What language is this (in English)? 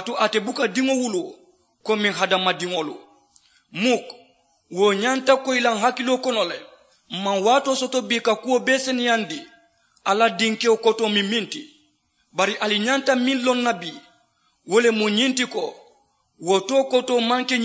Mandingo